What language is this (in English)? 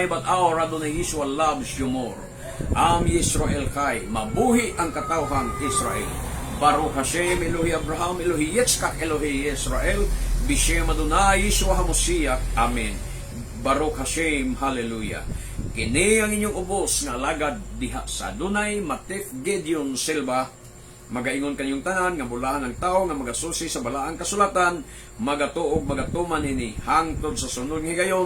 Cebuano